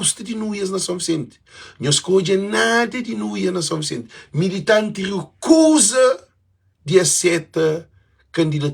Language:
Kabuverdianu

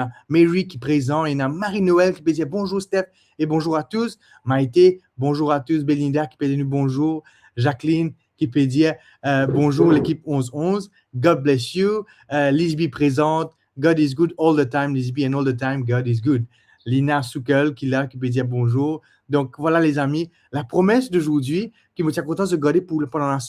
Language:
Morisyen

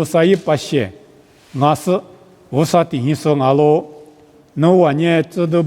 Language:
Lisu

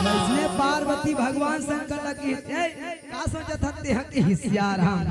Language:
Chhattisgarhi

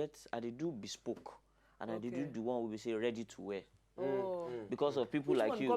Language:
Nigerian Pidgin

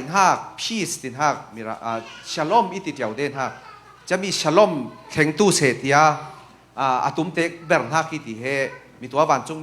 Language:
Falam Chin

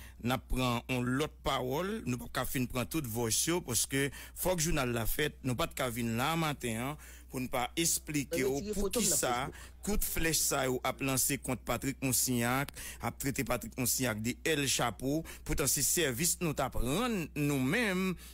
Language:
Haitian Creole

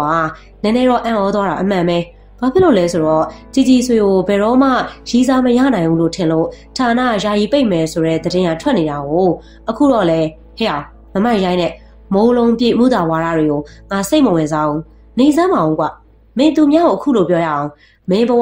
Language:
Burmese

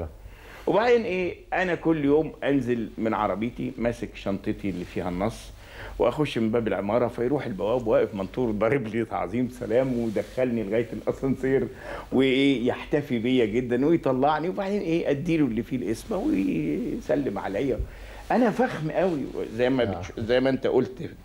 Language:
Egyptian Arabic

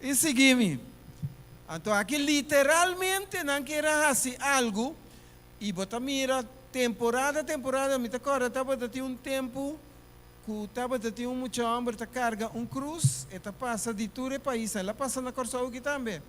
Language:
Papiamento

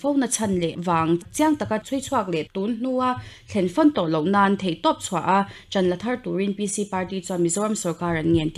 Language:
Mizo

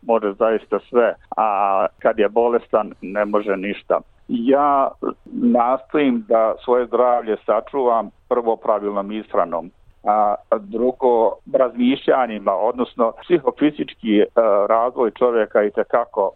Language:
Bosnian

